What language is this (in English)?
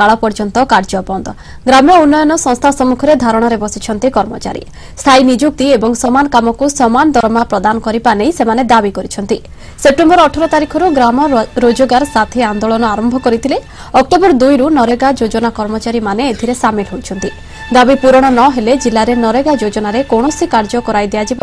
Odia